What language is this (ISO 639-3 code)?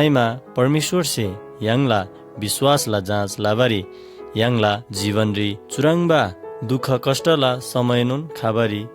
taj